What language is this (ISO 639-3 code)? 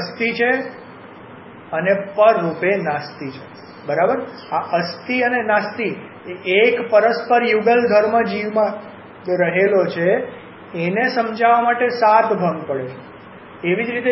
guj